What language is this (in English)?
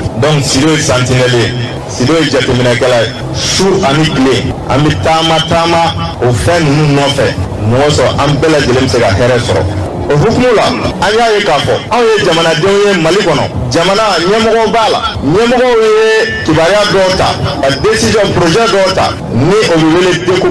Bambara